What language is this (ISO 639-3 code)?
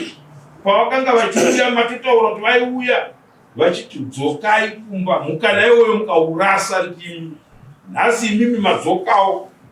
sna